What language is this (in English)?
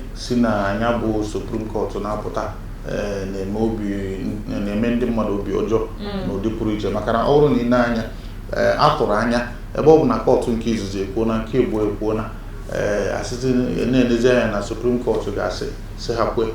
Igbo